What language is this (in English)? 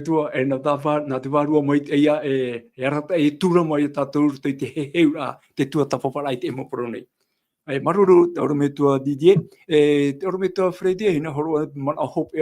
Tahitian